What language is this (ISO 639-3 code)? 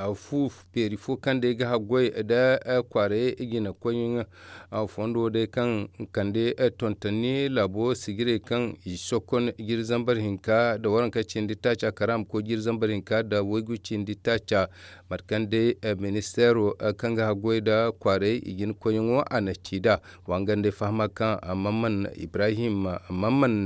dje